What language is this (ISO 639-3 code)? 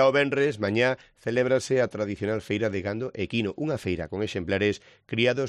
glg